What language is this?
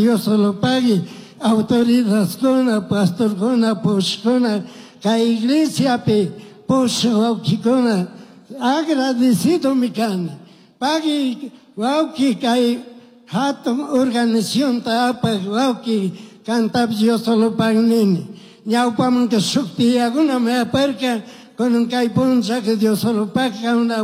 Chimborazo Highland Quichua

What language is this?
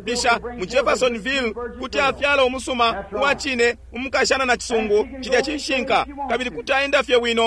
Bemba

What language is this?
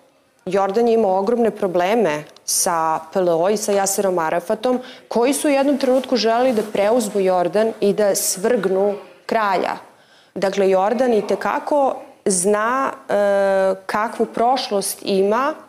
Serbian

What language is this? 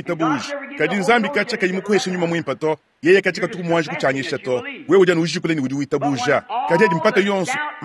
Luba-Lulua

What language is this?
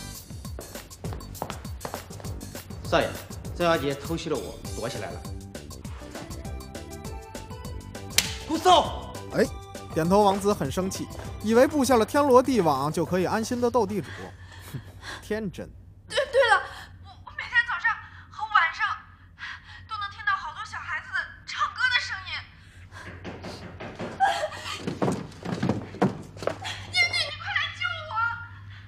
Chinese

